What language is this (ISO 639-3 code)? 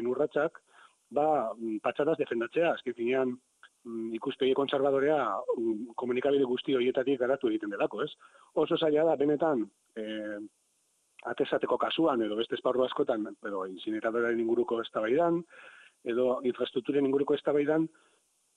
eus